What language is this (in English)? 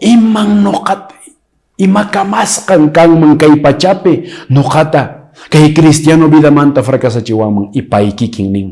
Quechua